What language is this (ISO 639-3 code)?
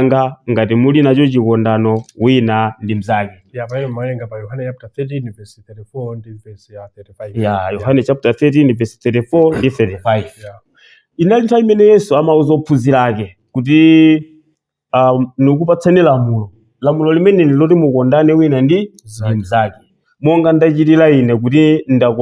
nya